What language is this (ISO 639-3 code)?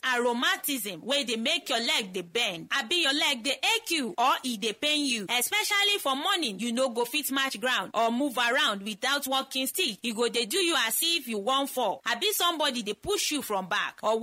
pcm